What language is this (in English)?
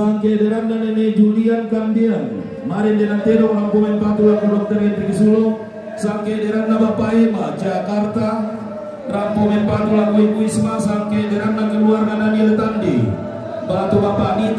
Toraja-Sa'dan